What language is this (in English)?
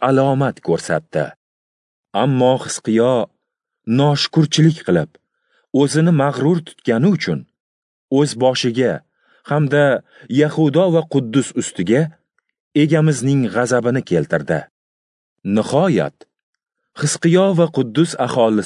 Uzbek